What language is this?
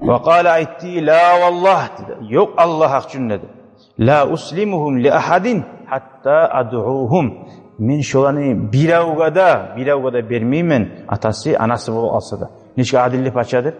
Kumyk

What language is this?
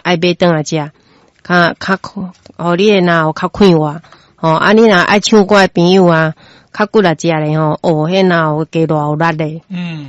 Min Nan Chinese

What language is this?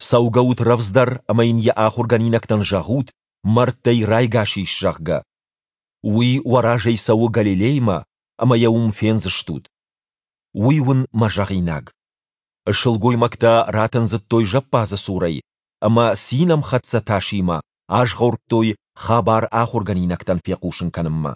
Ossetic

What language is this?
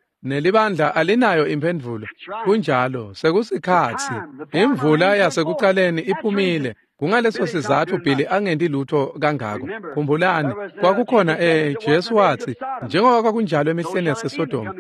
Swati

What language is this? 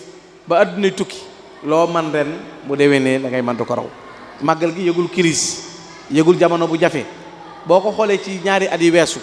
Wolof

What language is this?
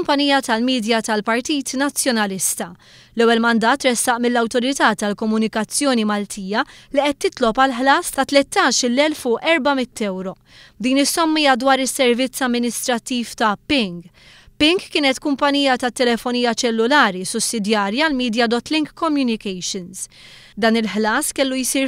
Maltese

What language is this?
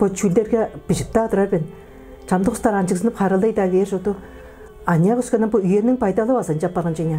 Tuvinian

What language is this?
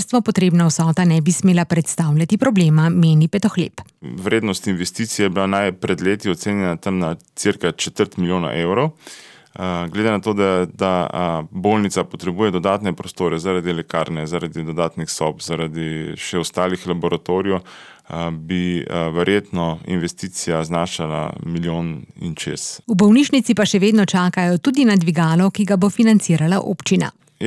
Slovenian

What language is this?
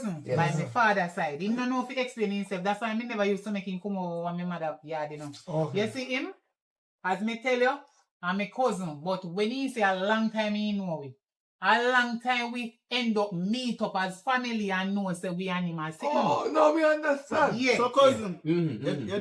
Jamaican Creole English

